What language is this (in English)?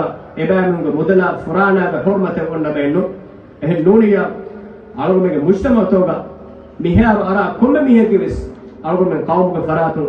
Divehi